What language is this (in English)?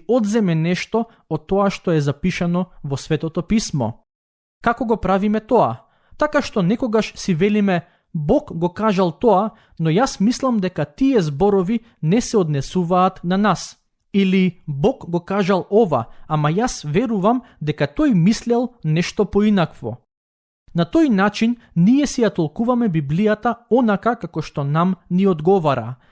Macedonian